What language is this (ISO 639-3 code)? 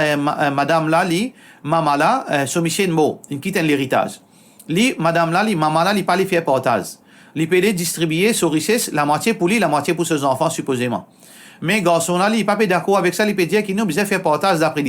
mfe